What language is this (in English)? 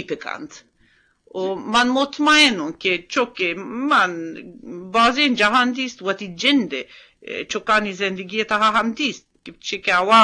Eastern Balochi